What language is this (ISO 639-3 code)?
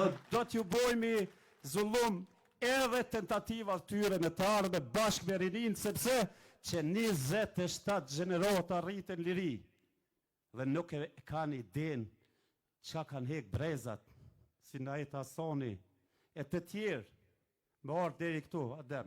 sqi